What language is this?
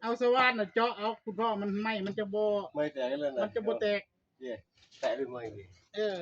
Northeastern Thai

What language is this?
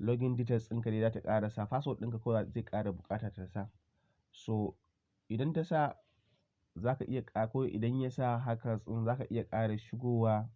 Hausa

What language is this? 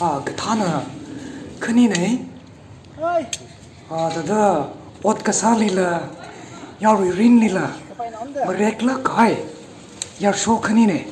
Tangkhul Naga (India)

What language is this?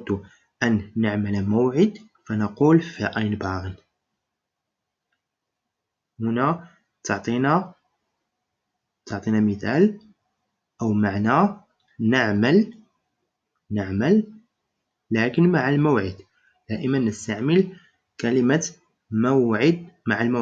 Arabic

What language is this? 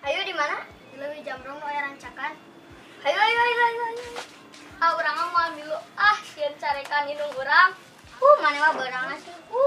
Sundanese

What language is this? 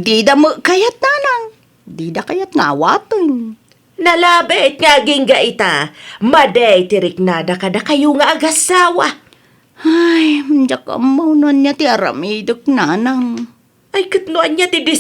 Iloko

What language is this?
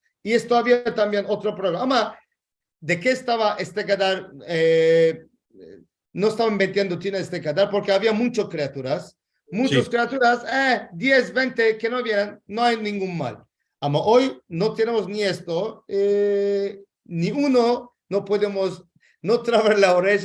Ladino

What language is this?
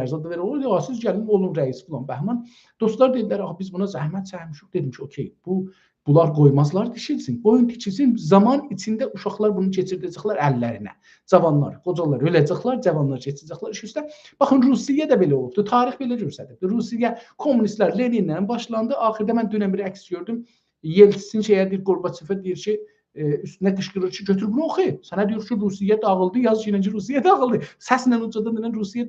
South Azerbaijani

